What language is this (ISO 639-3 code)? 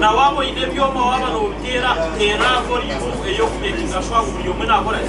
nyn